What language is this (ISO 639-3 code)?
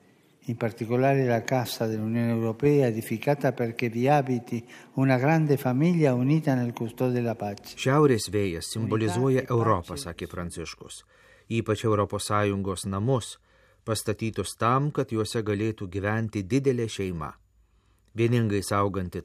lit